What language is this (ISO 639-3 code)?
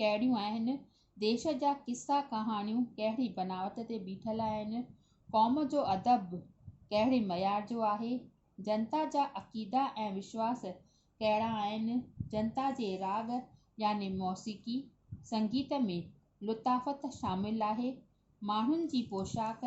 snd